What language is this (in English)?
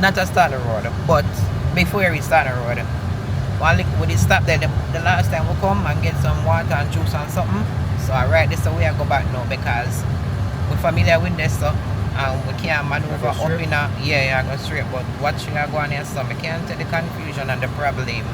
Jamaican Creole English